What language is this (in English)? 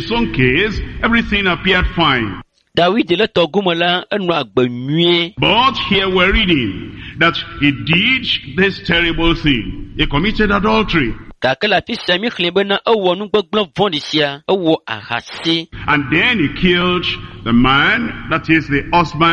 Ewe